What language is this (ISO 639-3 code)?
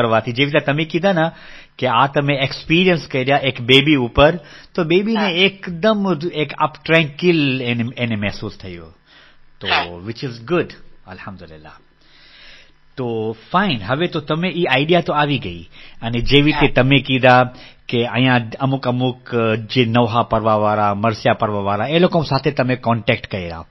guj